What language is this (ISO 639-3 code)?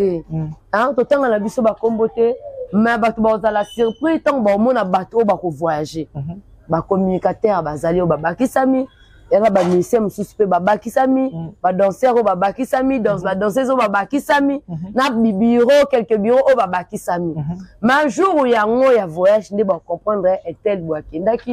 lin